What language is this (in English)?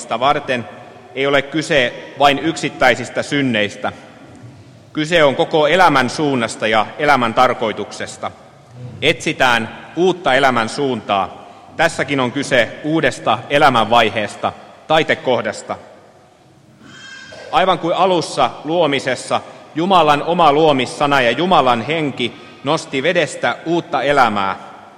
Finnish